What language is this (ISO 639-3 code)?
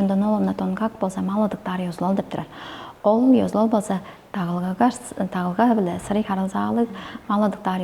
tyv